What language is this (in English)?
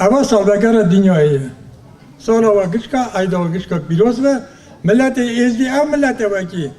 Kurdish